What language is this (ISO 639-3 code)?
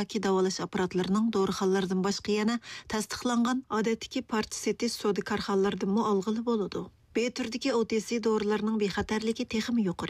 uig